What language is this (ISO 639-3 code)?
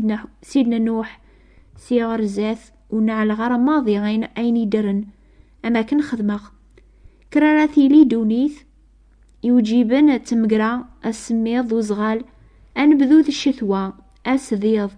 kab